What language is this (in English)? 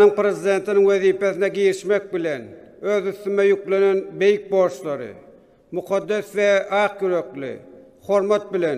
Turkmen